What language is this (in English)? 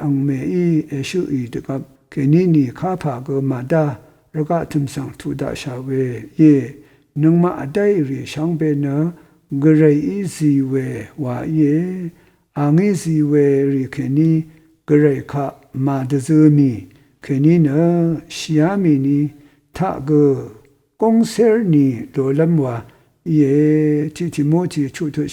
Rawang